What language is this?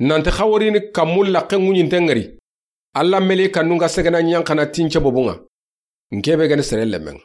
Soninke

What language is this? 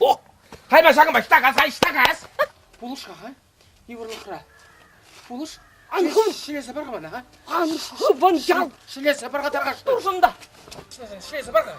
Chuvash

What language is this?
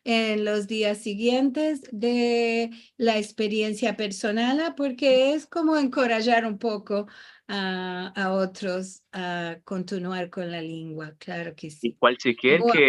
Ladino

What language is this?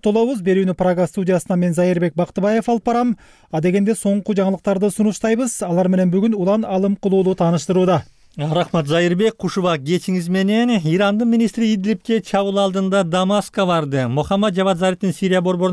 Kyrgyz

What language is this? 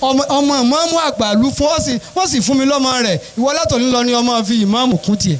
Yoruba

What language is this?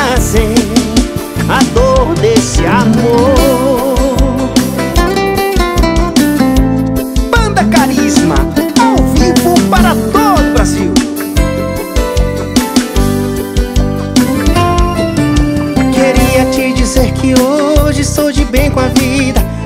Portuguese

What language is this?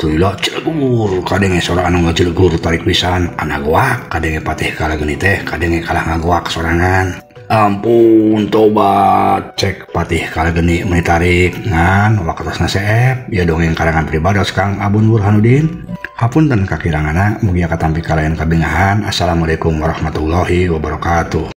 Sundanese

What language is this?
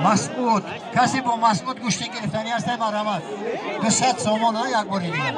Tajik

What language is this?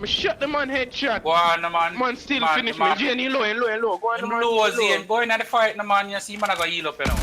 Jamaican Creole English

